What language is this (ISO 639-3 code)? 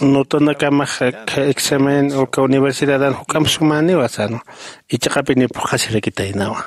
aym